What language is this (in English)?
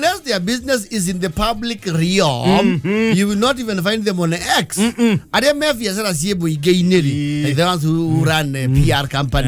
Kikuyu